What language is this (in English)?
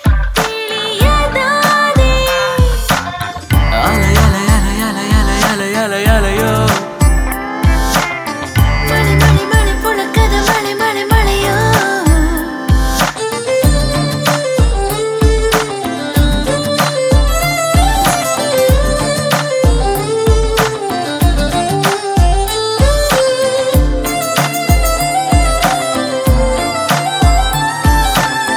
Kannada